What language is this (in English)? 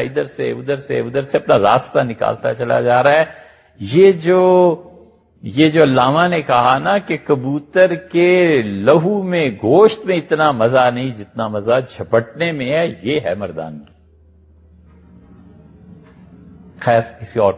Urdu